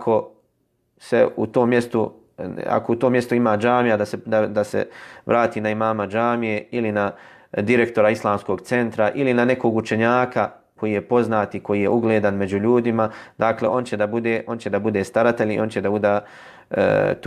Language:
Bosnian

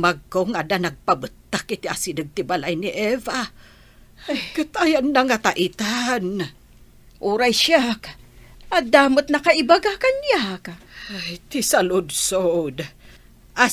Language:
Iloko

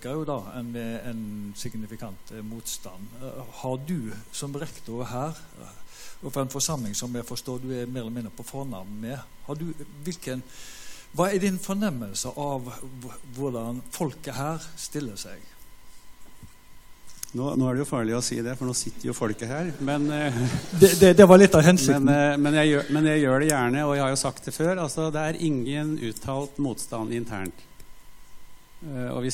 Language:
Norwegian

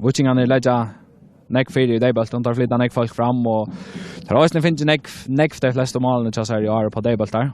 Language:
Faroese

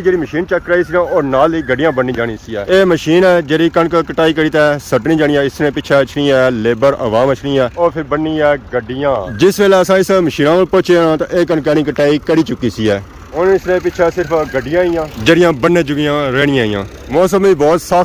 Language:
Pahari-Potwari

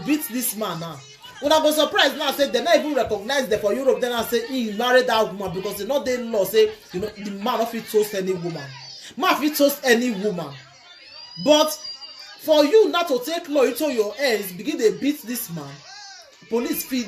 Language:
Nigerian Pidgin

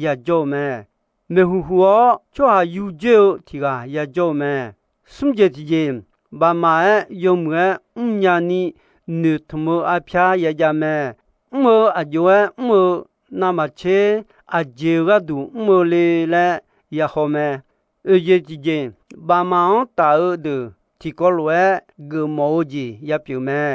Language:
Akha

